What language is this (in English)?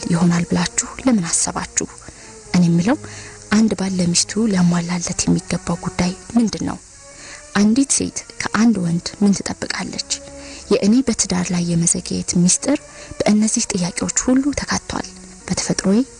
Amharic